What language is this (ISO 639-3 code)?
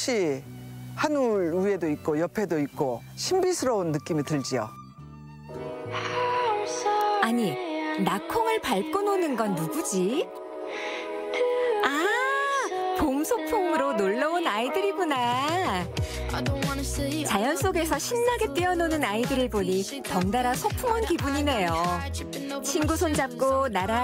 kor